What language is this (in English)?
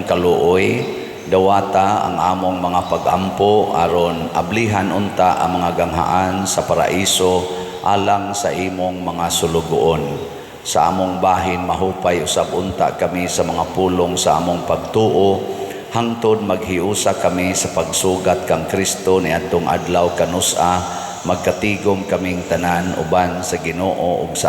Cebuano